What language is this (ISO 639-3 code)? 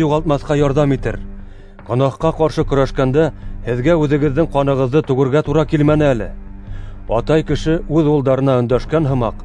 bak